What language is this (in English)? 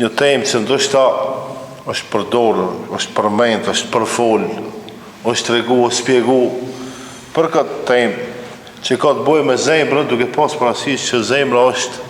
Albanian